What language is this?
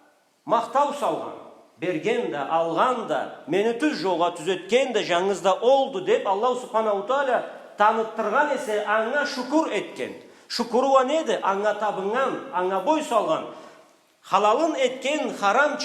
Karachay-Balkar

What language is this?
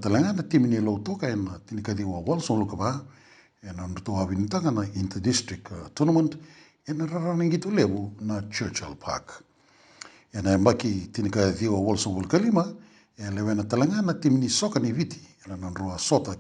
Fijian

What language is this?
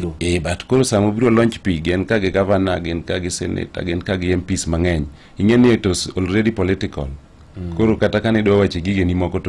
Luo (Kenya and Tanzania)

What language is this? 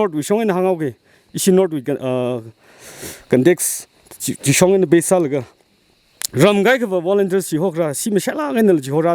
Tangkhul Naga (India)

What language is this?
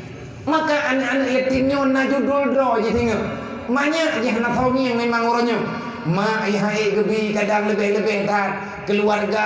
Achinese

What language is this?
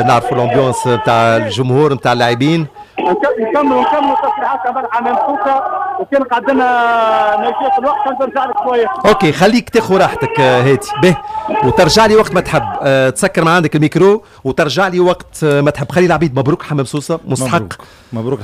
Tunisian Arabic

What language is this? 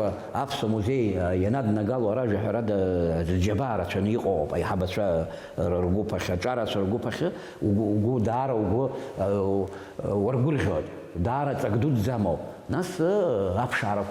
Abkhazian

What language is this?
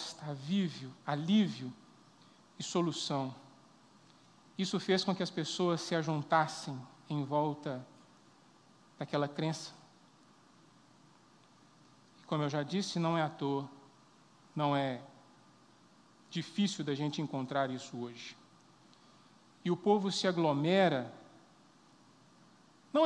Portuguese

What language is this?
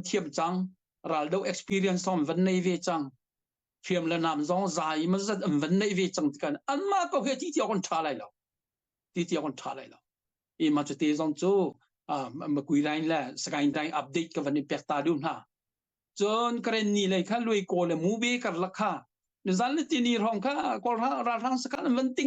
Hakha Chin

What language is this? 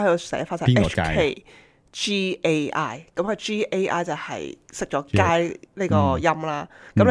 Cantonese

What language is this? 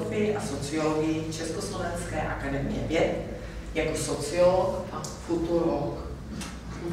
Czech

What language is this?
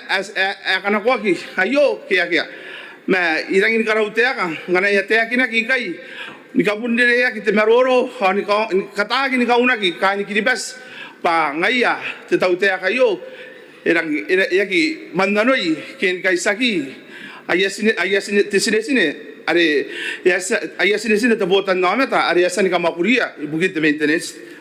Gilbertese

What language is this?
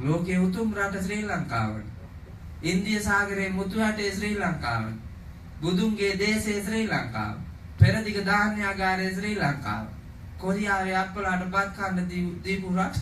Sinhala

